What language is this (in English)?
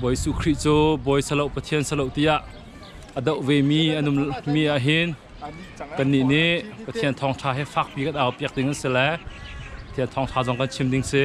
Hakha Chin